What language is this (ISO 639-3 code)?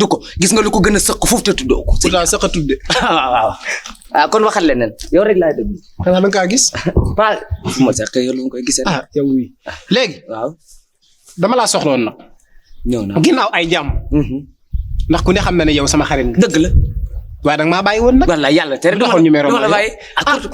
wol